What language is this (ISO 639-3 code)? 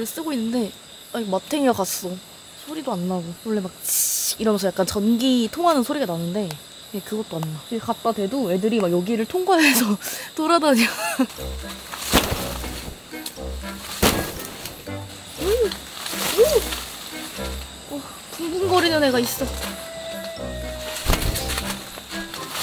kor